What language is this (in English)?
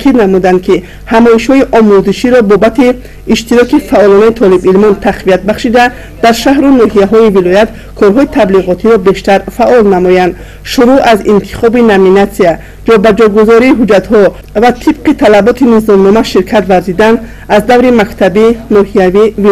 Tajik